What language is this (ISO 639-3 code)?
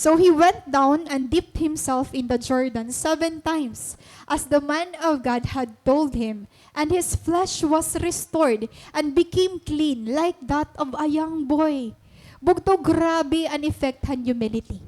war